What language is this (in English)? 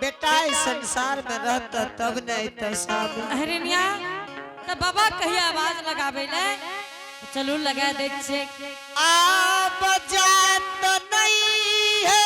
Angika